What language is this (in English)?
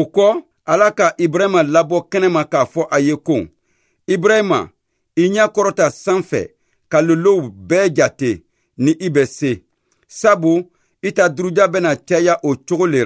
Bambara